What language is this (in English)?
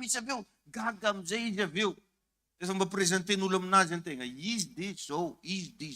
Malagasy